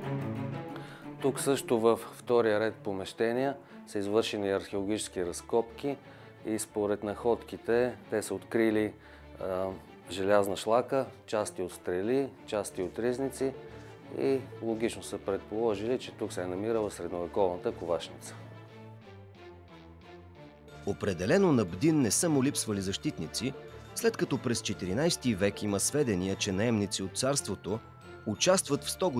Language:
Bulgarian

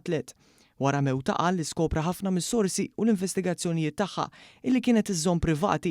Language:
Maltese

